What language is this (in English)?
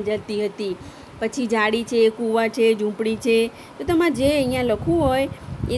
Gujarati